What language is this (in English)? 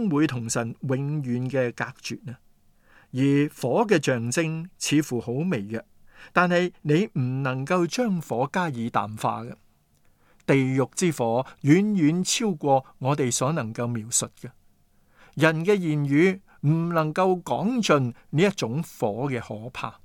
Cantonese